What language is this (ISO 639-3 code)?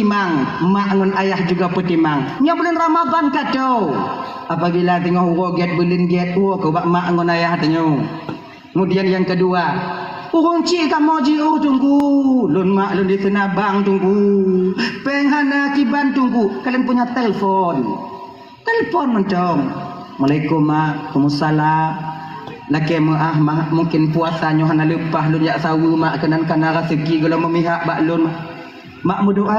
ace